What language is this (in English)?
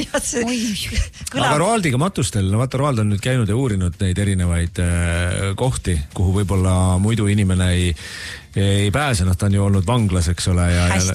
Estonian